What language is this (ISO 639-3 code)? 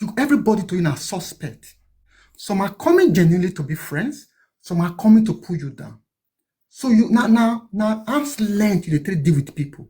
pcm